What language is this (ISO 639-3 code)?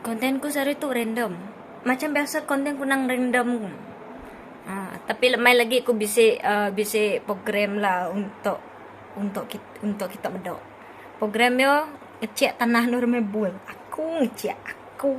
iba